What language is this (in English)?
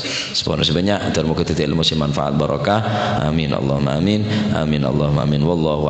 Madurese